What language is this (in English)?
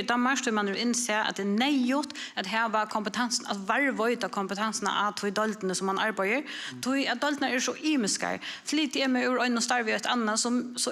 Faroese